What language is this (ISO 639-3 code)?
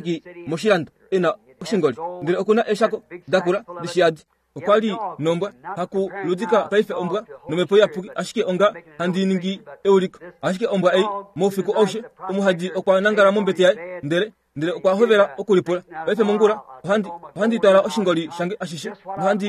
kua